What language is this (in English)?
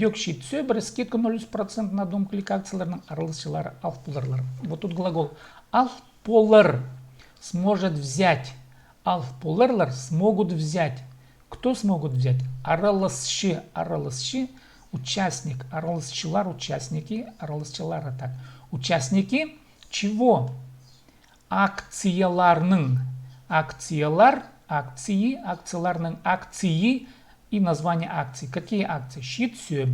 Khakas